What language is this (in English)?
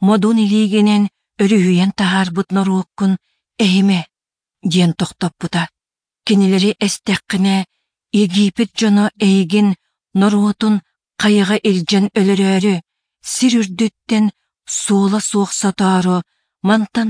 Yakut